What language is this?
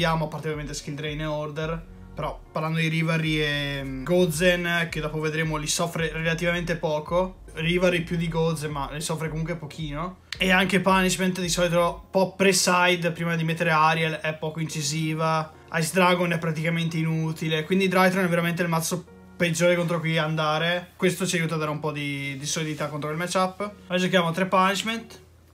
Italian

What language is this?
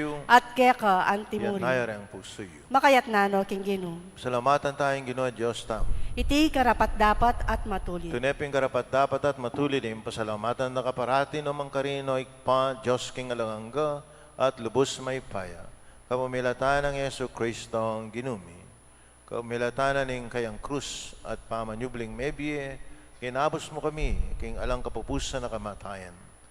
Pampanga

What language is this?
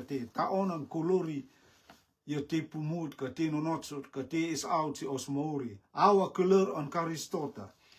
Rotuman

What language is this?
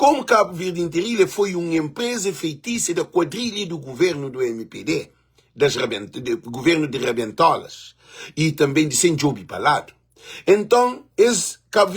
Kabuverdianu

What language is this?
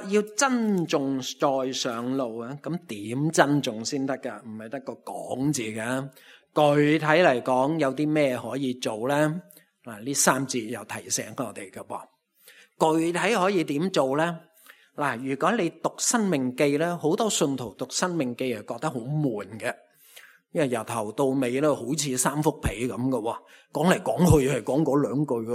Cantonese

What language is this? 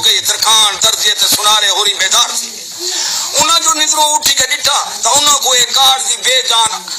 Saraiki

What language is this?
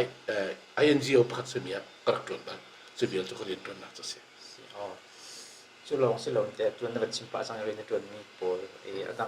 Hakha Chin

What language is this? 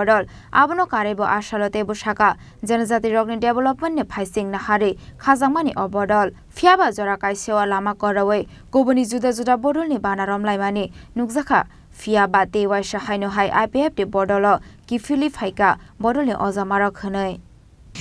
Kok Borok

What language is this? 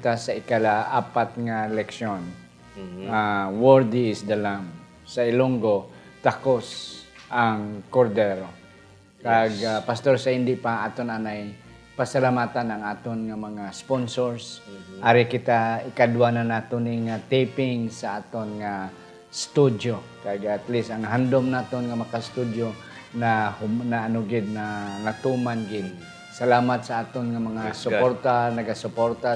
Hiligaynon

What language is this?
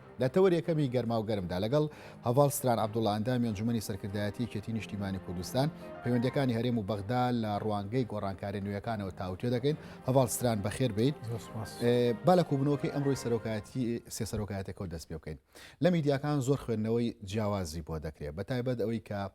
Central Kurdish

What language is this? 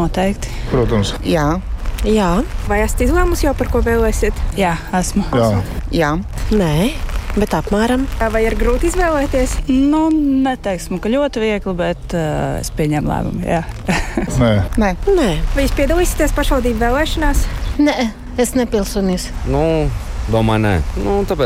Latvian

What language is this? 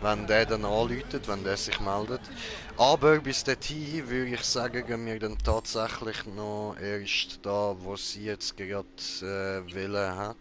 Swiss German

